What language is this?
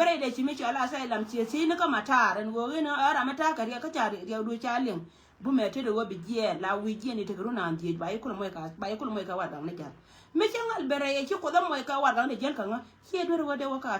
Nuer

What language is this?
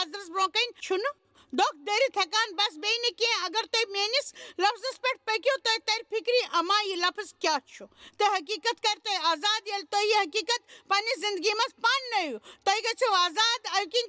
Kashmiri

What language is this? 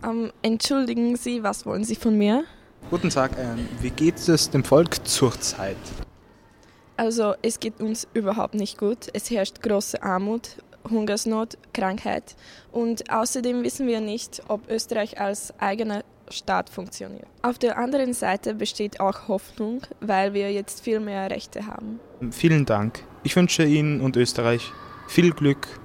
German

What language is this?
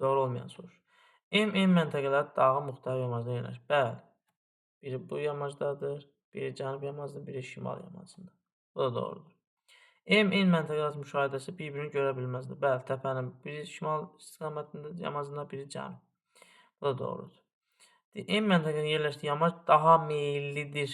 Azerbaijani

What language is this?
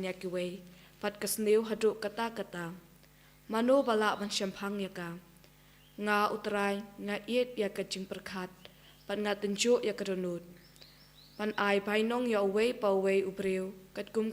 Khasi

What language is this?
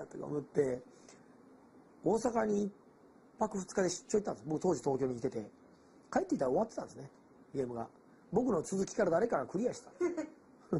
Japanese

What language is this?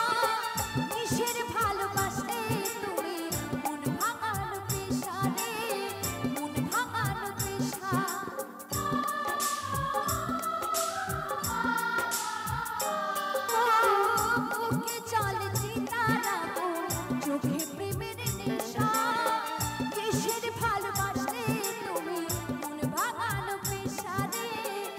Bangla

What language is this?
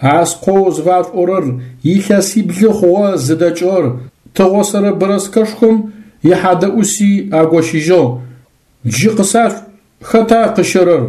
Adyghe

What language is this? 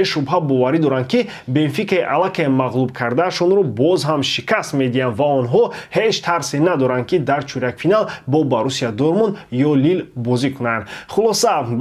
Tajik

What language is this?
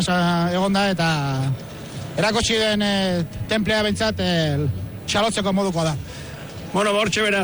Basque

